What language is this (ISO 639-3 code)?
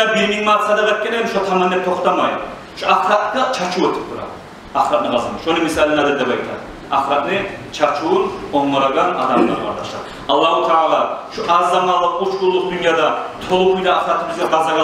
kum